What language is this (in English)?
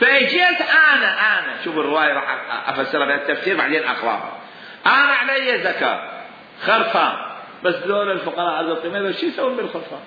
Mesopotamian Arabic